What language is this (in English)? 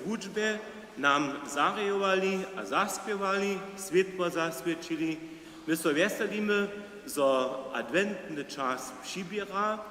Upper Sorbian